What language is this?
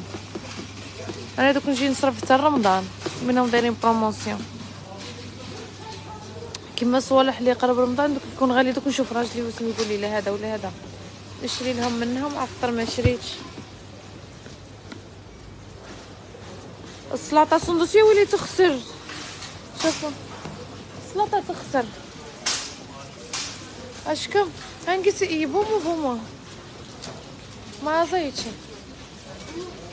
Algerian Arabic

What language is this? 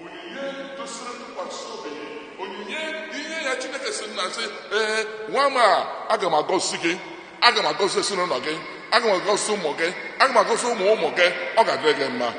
Igbo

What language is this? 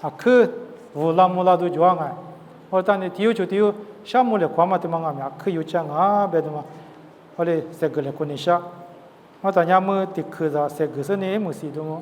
Lisu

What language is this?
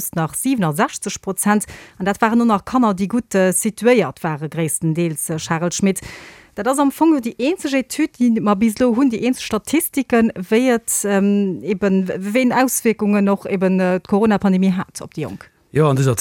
Luxembourgish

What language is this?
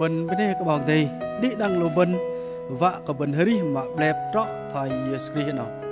Bahnar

